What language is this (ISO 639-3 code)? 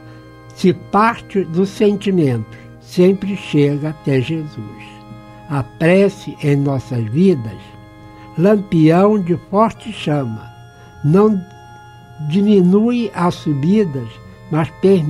por